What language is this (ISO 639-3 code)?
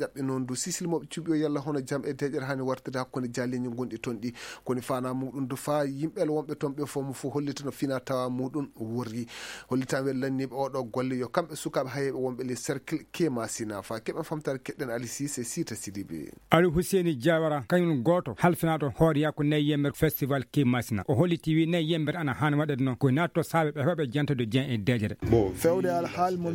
ful